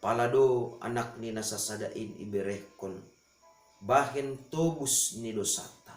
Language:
Batak Simalungun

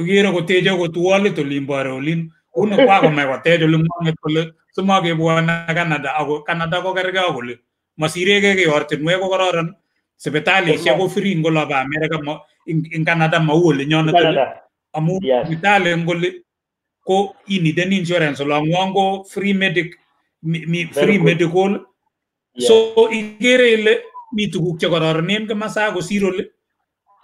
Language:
Kalenjin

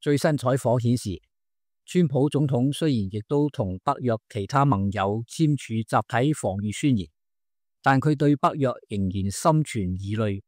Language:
Cantonese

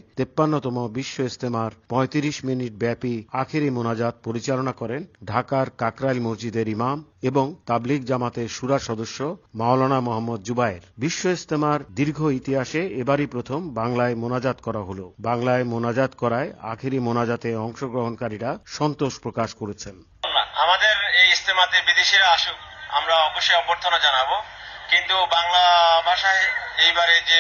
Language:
Bangla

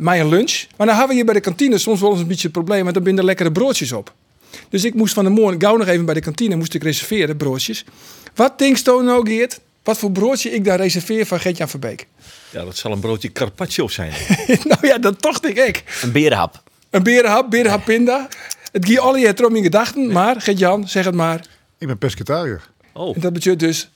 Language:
Western Frisian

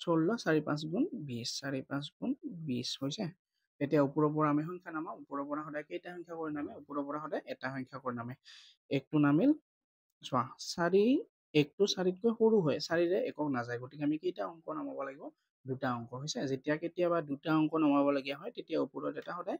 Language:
Assamese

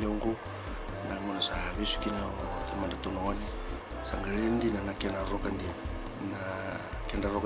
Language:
Fijian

